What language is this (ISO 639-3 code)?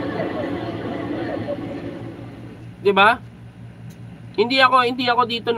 fil